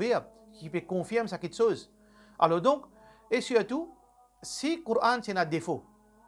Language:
Morisyen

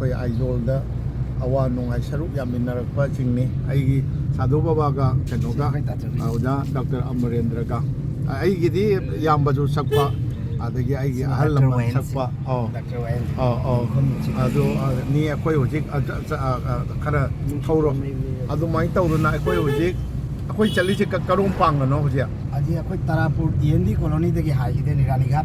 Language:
Manipuri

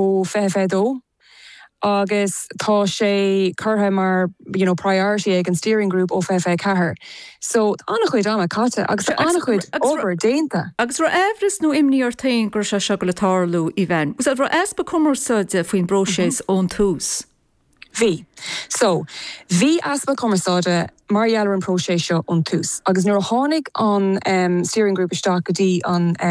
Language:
Irish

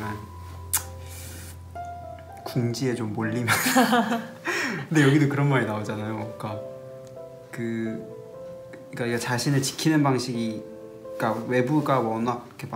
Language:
Korean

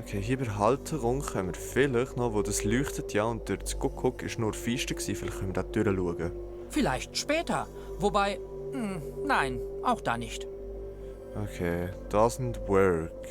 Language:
Swiss German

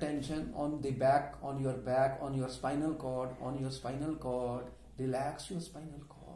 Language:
English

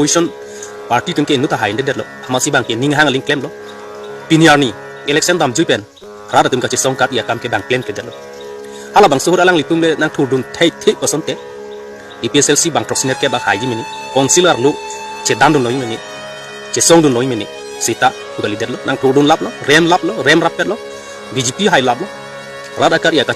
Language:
Karbi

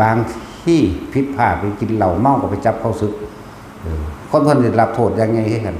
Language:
Northeastern Thai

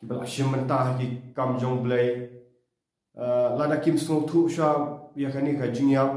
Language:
Khasi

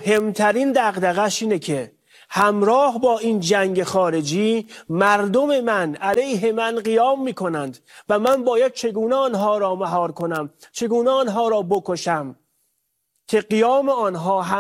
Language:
Persian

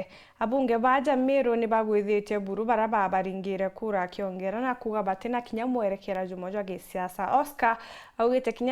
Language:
Meru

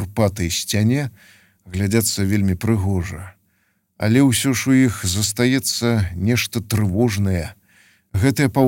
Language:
Belarusian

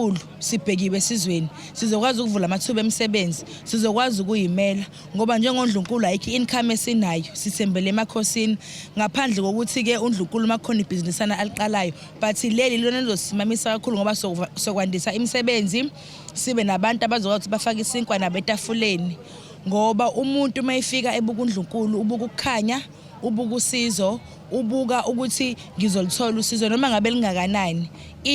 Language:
Zulu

